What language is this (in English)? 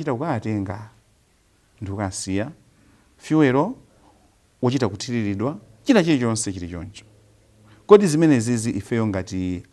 Nyanja